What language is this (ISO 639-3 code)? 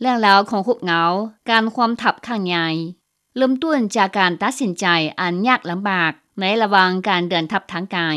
lao